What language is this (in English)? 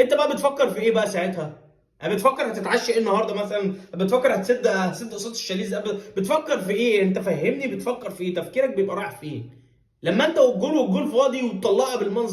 Egyptian Arabic